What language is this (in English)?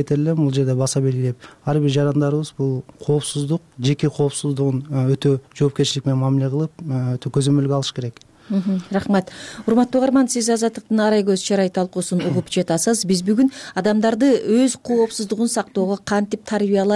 Kyrgyz